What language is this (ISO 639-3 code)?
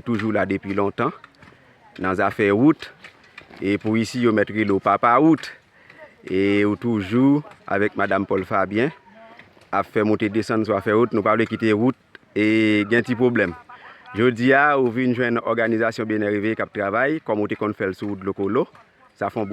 hat